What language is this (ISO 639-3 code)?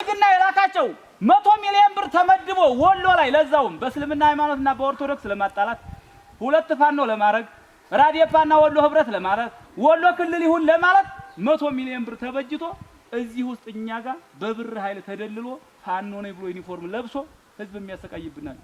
amh